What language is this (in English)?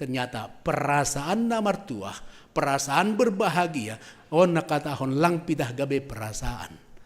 Batak Simalungun